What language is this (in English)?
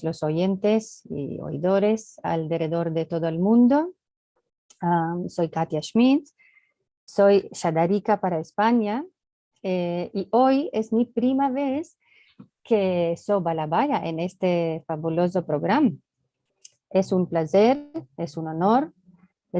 Ladino